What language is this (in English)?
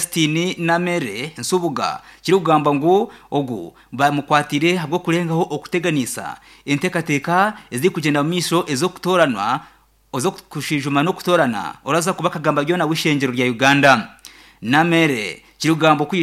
Nyankole